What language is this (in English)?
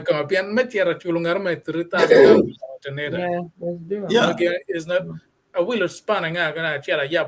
Acoli